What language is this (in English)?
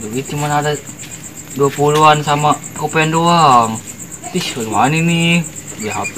Betawi